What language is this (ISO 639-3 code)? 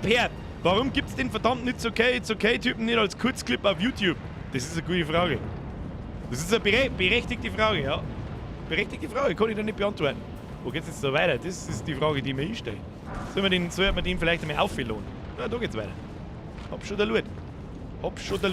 bar